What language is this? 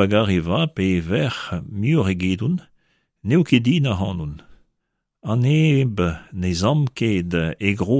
Breton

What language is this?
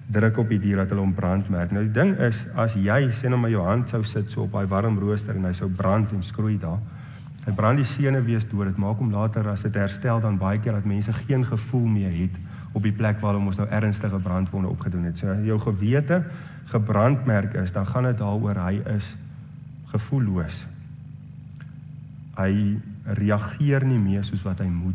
Afrikaans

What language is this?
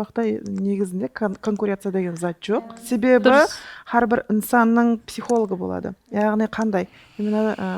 Kara-Kalpak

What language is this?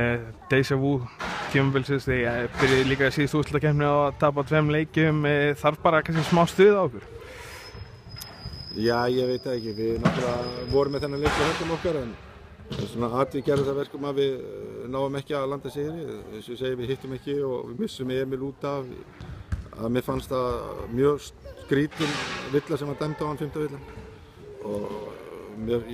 Icelandic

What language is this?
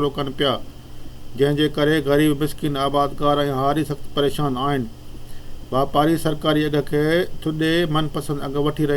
Sindhi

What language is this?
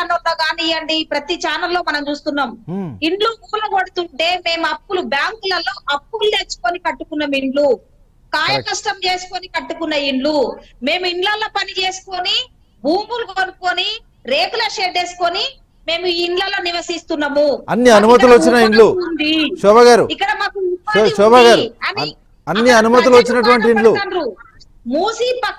Telugu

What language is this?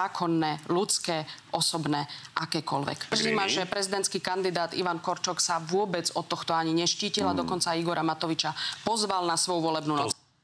Slovak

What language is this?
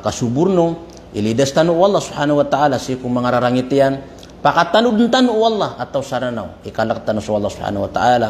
Maranao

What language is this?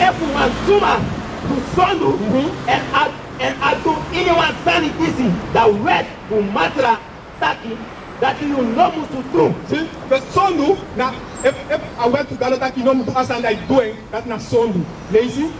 Sranan Tongo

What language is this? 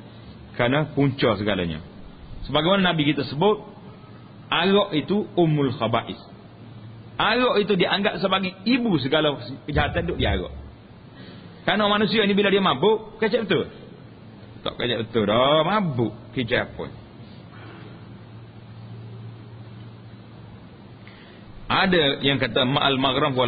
Malay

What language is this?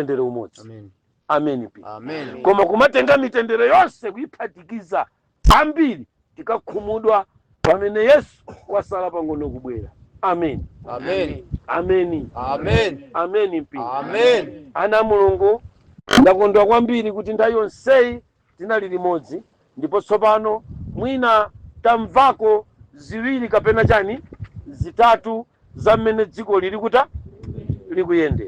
Nyanja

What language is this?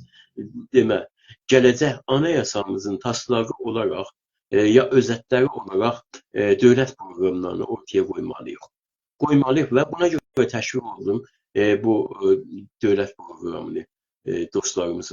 South Azerbaijani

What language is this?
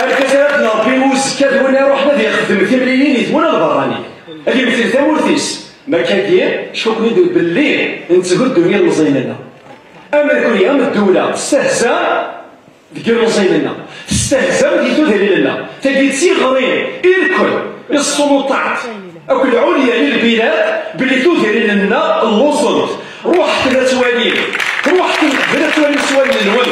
Kabyle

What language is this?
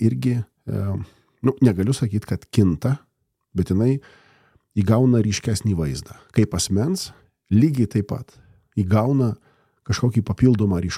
Lithuanian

